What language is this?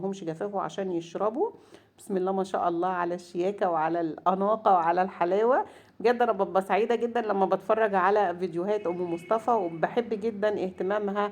Egyptian Arabic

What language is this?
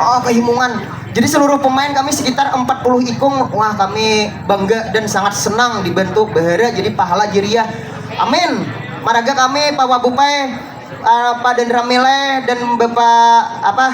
Banjar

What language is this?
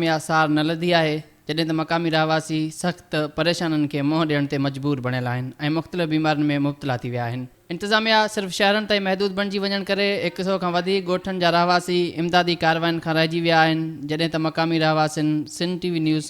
Sindhi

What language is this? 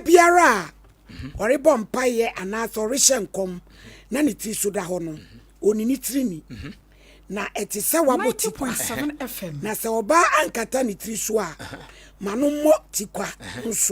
Akan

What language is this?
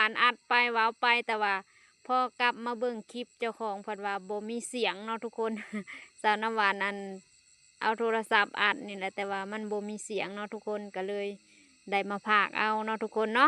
Lao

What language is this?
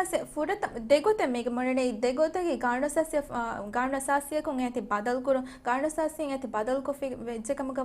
Divehi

